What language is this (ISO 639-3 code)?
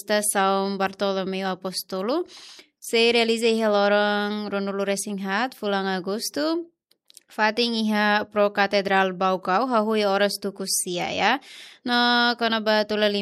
tet